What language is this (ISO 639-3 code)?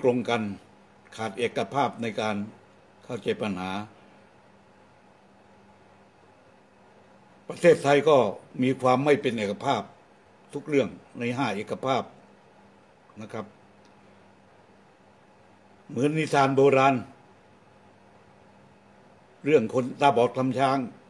tha